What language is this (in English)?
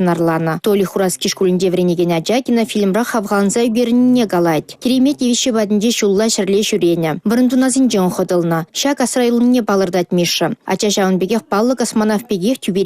Chuvash